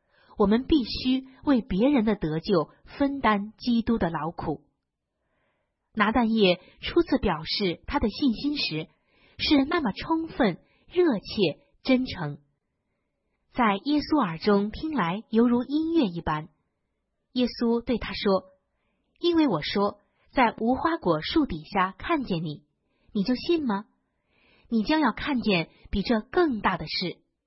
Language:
Chinese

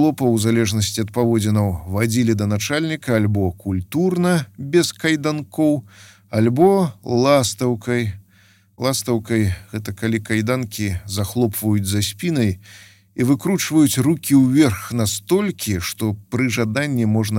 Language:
Belarusian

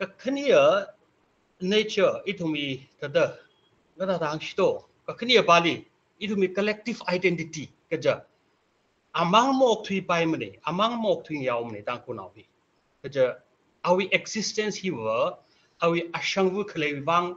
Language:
Tangkhul Naga (India)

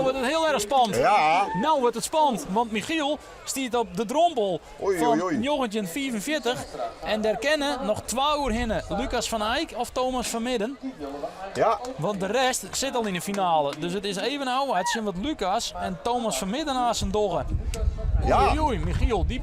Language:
Western Frisian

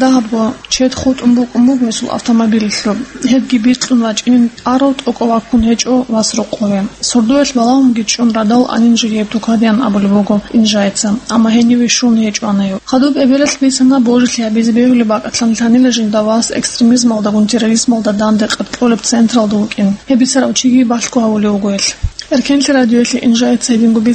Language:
Avaric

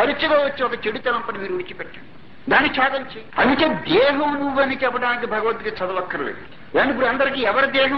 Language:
Telugu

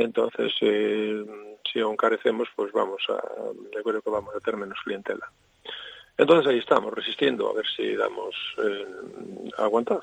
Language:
Galician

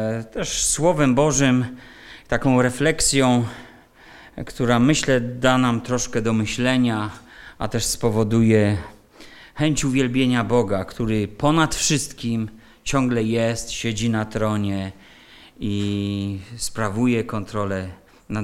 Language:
Polish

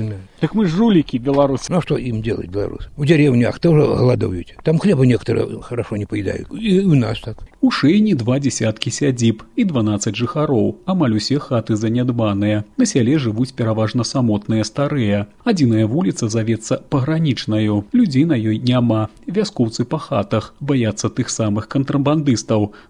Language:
Belarusian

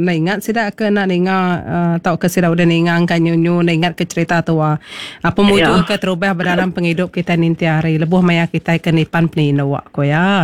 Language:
Iban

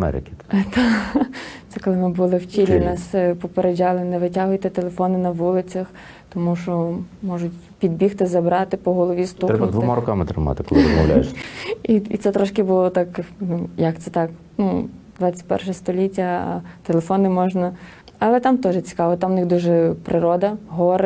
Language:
Ukrainian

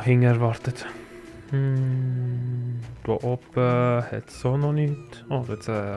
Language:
Swiss German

